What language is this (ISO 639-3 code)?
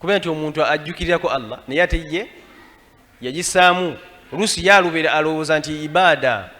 lug